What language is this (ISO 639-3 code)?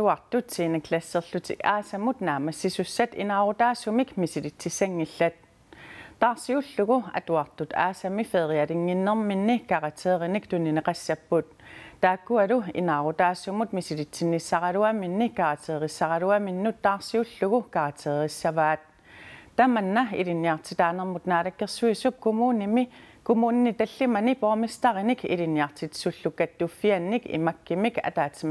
kal